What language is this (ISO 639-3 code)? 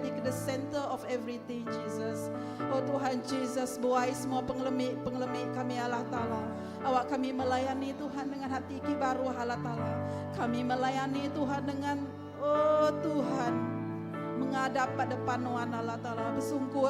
iba